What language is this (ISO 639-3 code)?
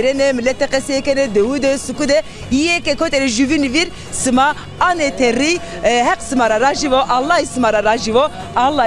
zza